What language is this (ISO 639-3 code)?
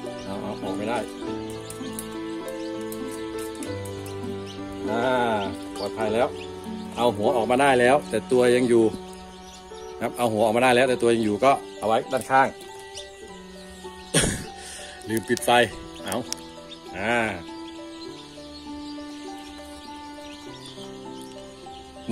tha